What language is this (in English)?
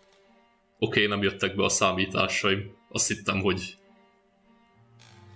Hungarian